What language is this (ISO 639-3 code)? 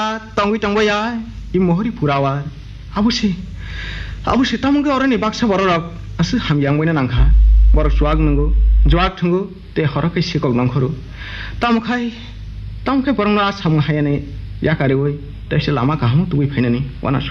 trp